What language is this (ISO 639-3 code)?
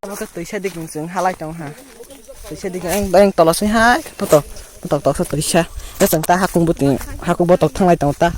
trp